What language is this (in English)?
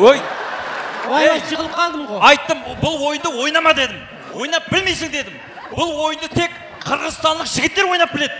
Kara-Kalpak